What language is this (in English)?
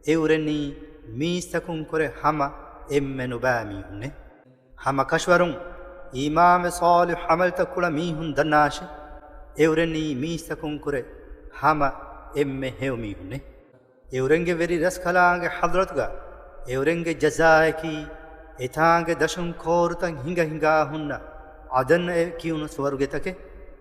Divehi